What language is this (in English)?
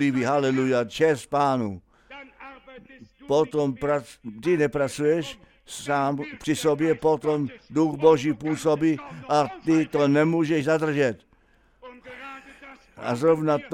Czech